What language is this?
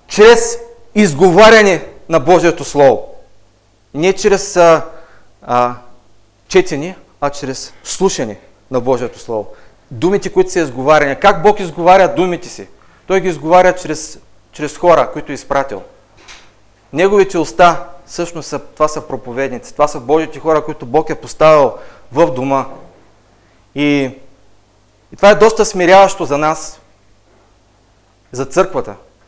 Bulgarian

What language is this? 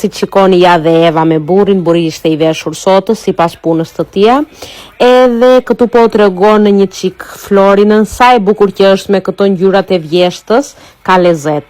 Albanian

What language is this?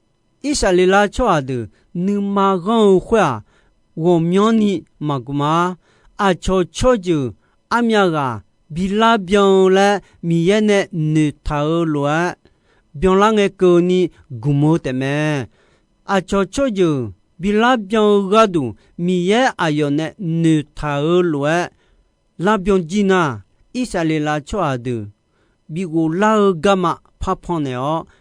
Akha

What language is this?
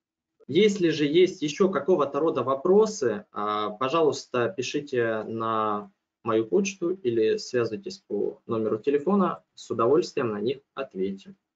Russian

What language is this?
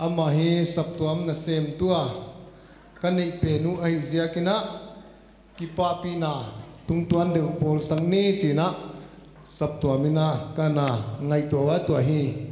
Paite Chin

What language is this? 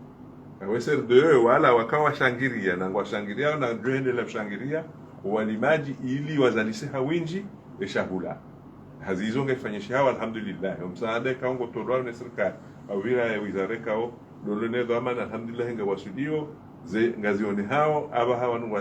Ngazidja Comorian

